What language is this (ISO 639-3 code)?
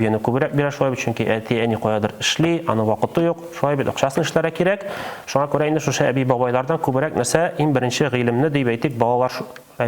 tat